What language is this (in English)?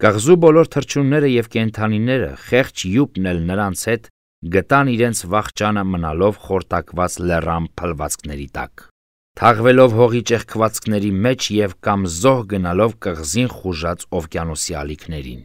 Armenian